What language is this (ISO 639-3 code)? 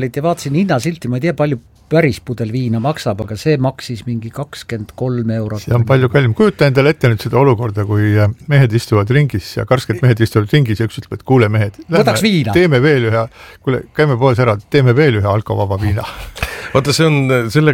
est